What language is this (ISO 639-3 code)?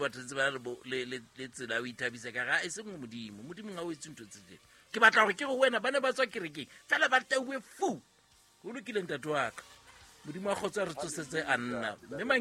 sot